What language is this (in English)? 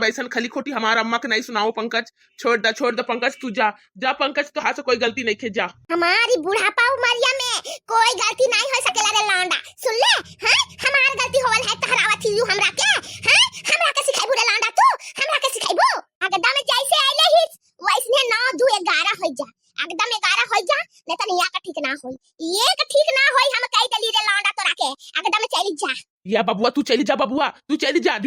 Bhojpuri